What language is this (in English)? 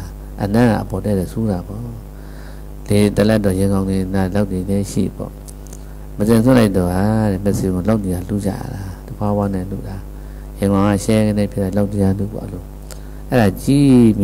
Burmese